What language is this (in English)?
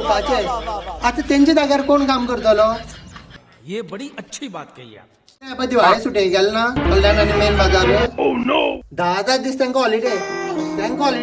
Konkani